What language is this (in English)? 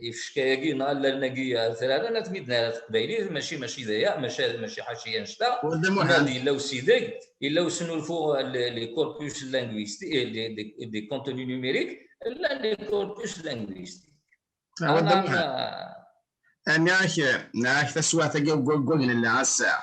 Kabyle